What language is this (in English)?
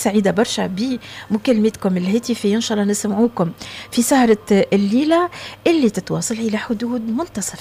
Tunisian Arabic